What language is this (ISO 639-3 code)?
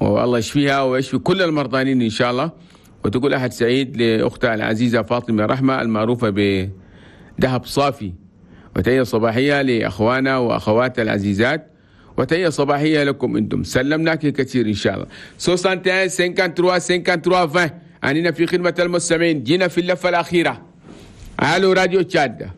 shu